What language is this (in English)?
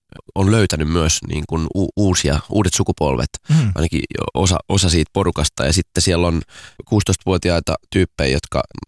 Finnish